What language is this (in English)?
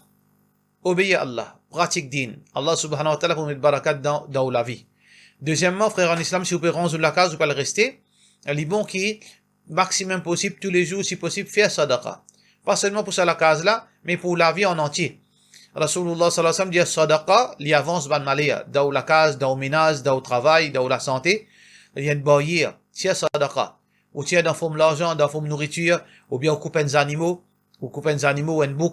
Morisyen